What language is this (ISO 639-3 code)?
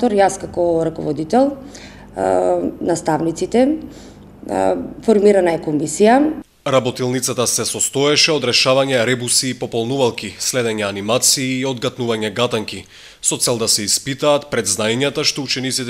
mkd